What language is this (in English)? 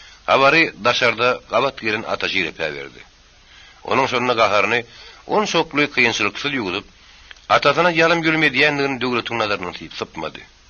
Turkmen